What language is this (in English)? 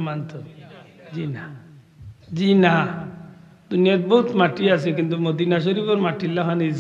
Sylheti